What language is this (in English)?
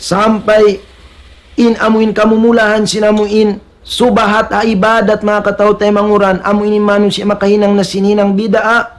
Tausug